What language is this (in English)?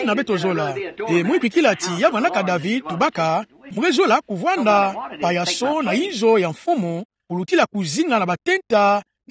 Kituba (Democratic Republic of Congo)